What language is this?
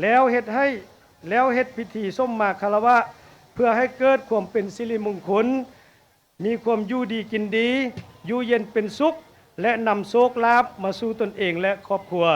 Lao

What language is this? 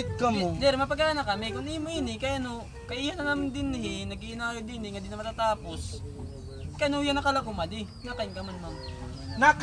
Waray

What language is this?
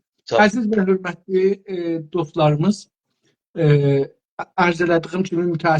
South Azerbaijani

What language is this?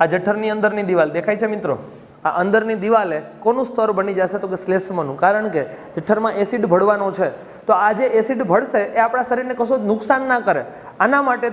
Gujarati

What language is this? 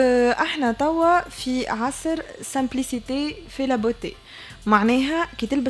Tunisian Arabic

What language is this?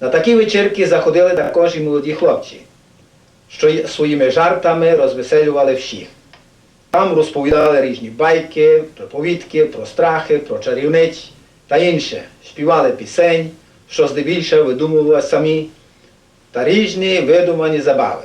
Rusyn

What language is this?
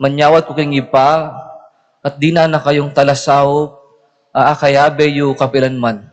Pampanga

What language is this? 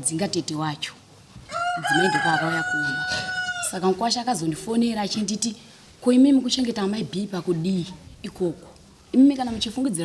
Shona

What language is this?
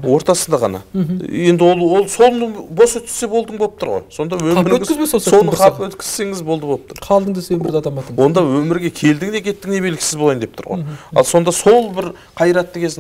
Kazakh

